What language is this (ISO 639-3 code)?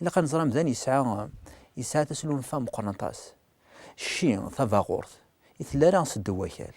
kab